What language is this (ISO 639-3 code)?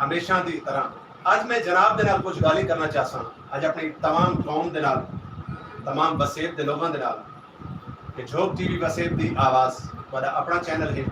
skr